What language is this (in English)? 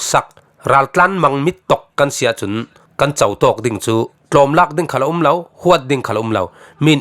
Falam Chin